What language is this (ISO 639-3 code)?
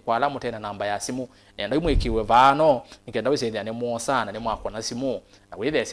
kam